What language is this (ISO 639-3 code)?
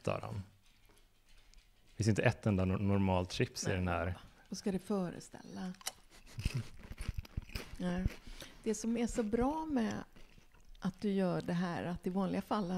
swe